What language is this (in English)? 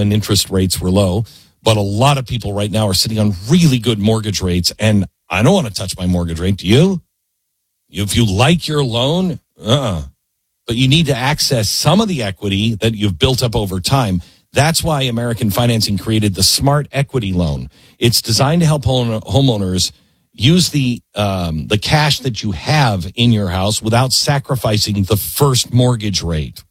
English